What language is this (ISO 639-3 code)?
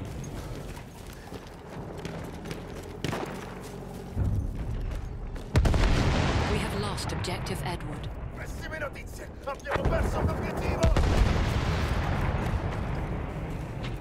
ita